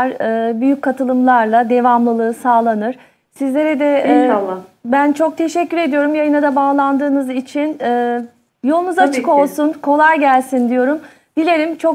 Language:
Turkish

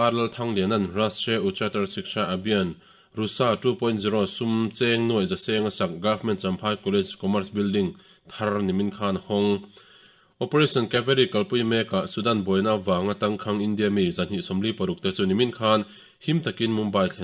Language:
Mizo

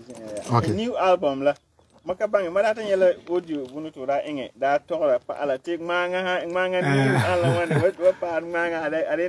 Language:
Frafra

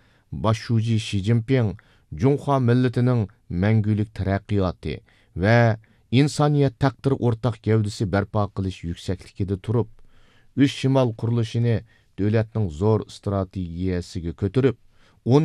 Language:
Uyghur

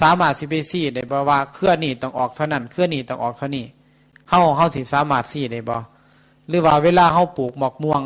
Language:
Northeastern Thai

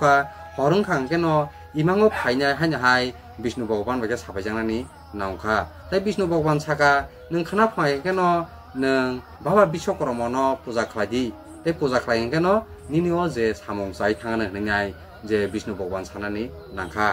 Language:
Kok Borok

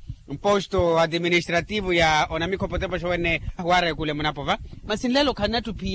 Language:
Makhuwa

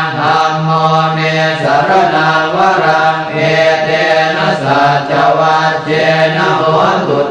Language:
Pali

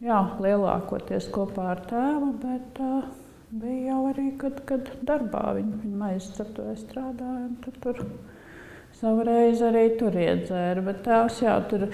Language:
Latvian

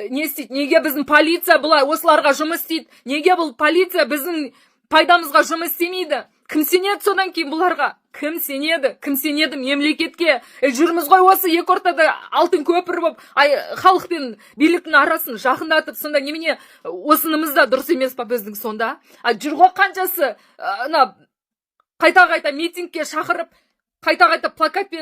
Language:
Kazakh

